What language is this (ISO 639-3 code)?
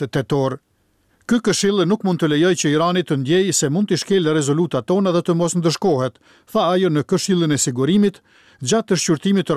sqi